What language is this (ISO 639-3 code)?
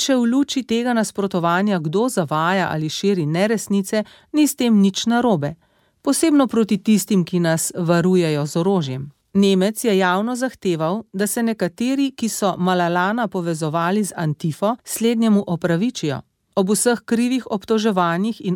slv